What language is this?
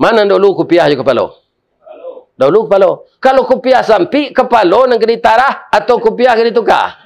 Minangkabau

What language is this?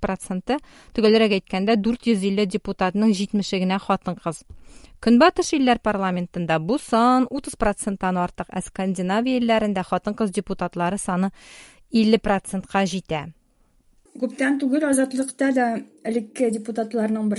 Tatar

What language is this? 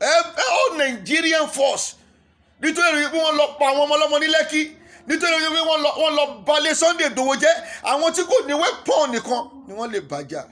Yoruba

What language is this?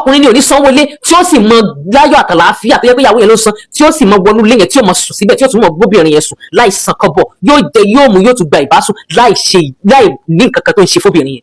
Yoruba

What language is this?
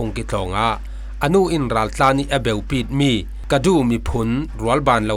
Falam Chin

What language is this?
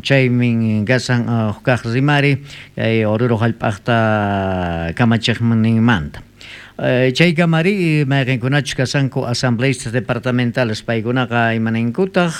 South Bolivian Quechua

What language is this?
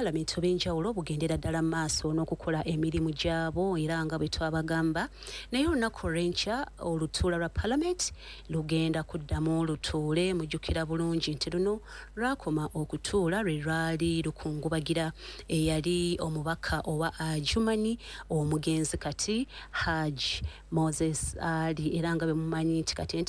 Ganda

